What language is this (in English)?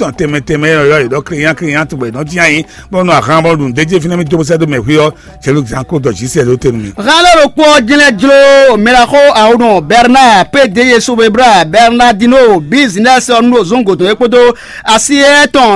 Fon